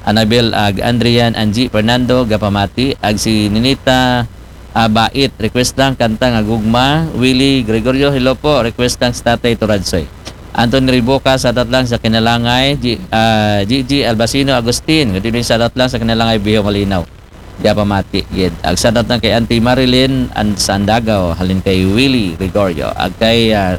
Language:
Aklanon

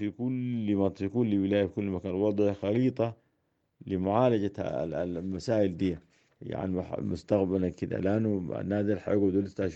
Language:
Sudanese Arabic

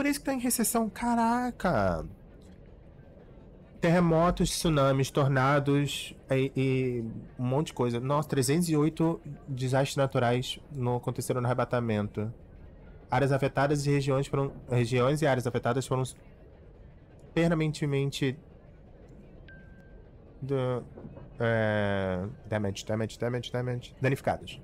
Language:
Portuguese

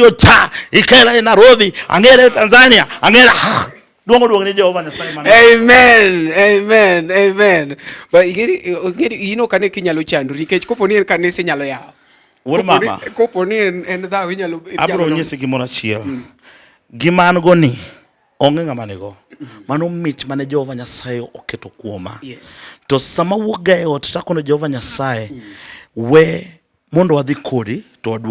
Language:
Luo (Kenya and Tanzania)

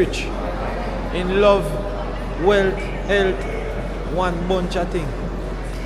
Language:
Jamaican Creole English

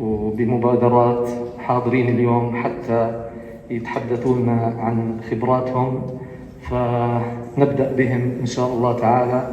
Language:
North Levantine Arabic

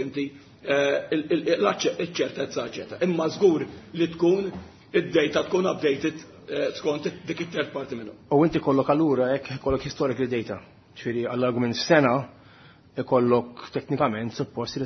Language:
Maltese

